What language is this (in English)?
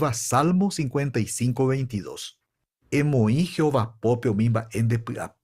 Guarani